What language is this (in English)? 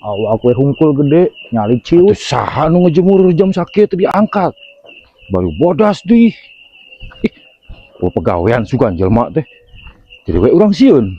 Sundanese